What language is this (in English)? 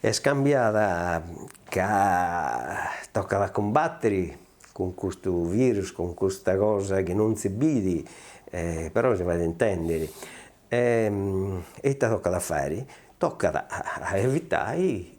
Sardinian